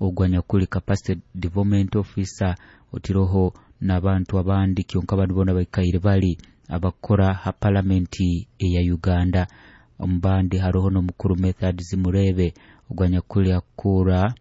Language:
Nyoro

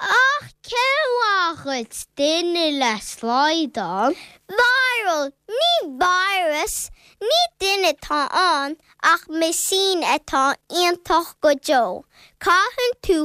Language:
Irish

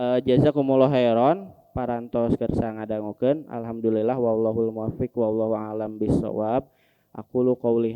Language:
Sundanese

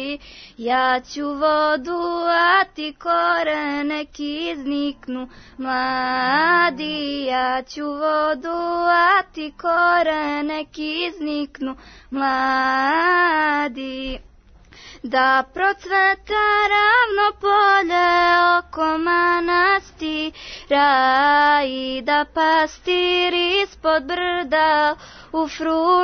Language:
Serbian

